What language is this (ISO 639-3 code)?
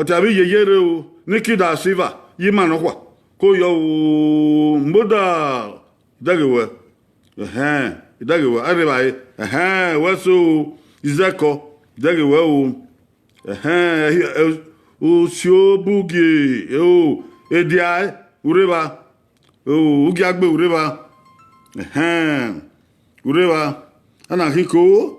bin